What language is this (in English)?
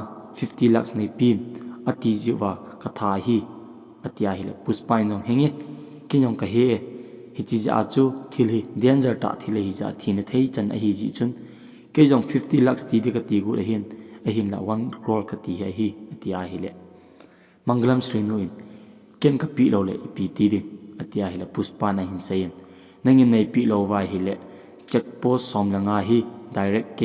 Thado Chin